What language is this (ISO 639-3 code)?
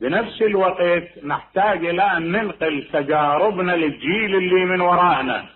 acm